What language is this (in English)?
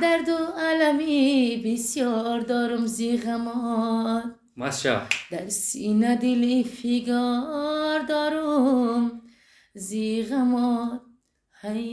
Tajik